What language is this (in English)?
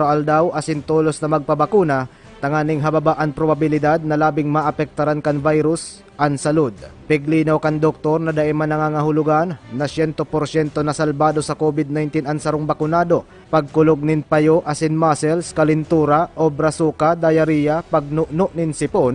Bikol